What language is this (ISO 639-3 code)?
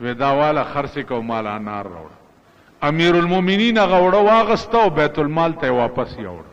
pus